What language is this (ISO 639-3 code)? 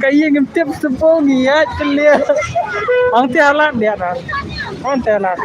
kha